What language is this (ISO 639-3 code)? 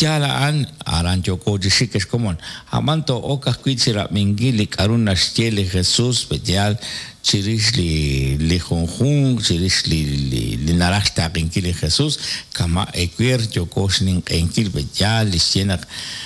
kek